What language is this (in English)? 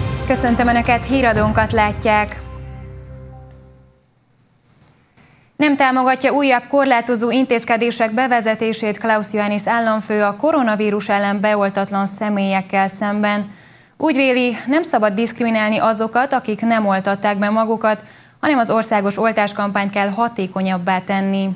Hungarian